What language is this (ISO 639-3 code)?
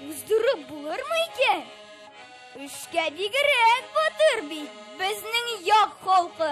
tat